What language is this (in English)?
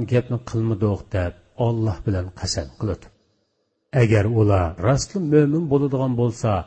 Uyghur